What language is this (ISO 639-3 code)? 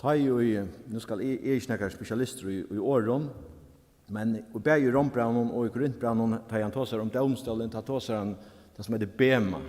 fao